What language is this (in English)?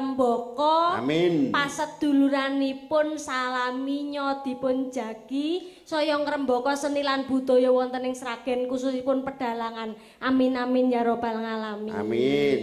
Javanese